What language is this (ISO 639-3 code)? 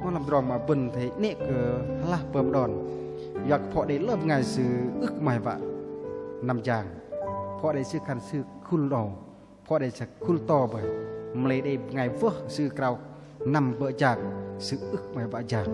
bdq